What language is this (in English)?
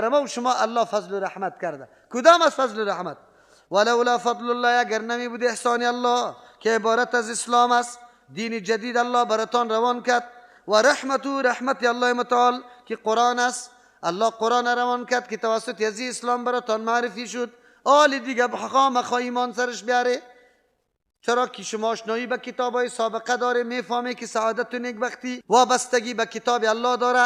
Persian